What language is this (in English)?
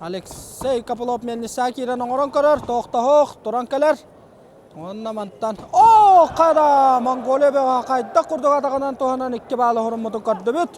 Yakut